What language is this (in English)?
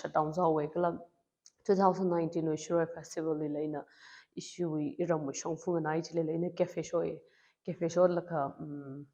Tangkhul Naga (India)